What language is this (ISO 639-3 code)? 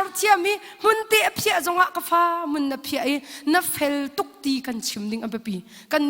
cnh